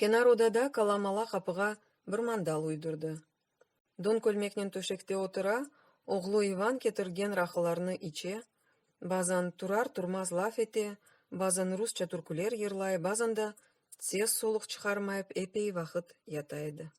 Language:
Crimean Tatar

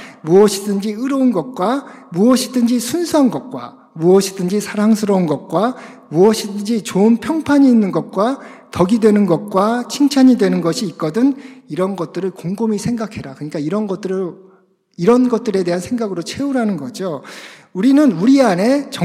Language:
Korean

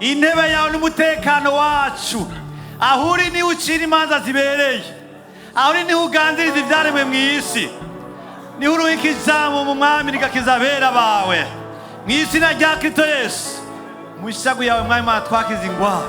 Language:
Rundi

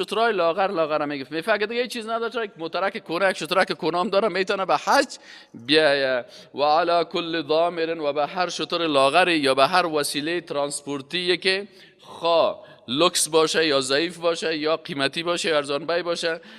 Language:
Persian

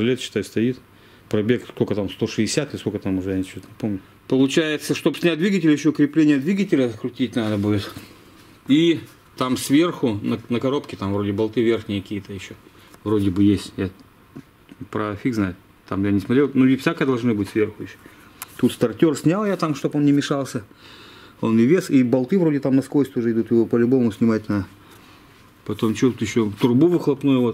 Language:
Russian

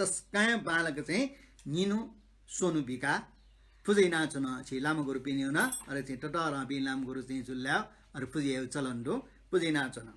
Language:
Newari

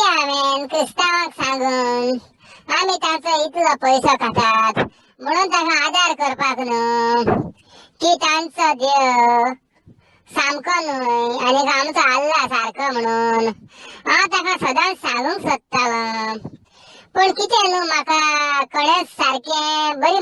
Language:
Konkani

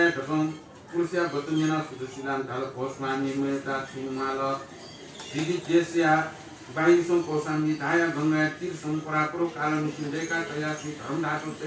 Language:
Newari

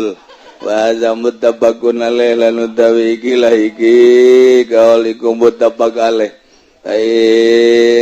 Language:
Sundanese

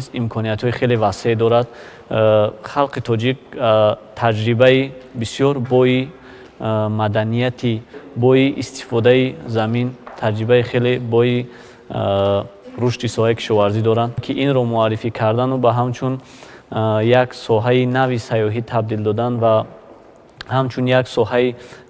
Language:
Tajik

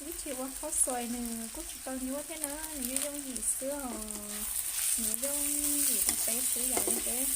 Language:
Hmong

